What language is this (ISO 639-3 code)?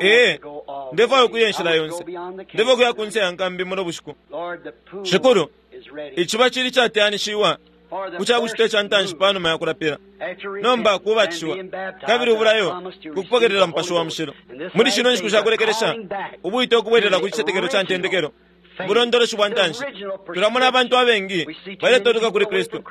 bem